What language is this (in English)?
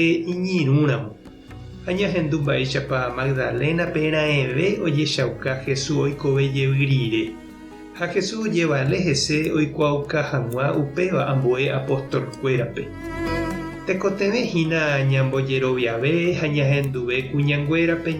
Guarani